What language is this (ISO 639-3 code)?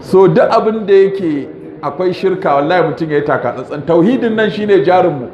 hau